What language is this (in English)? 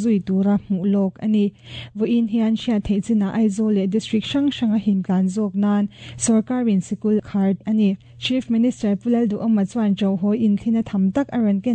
Mizo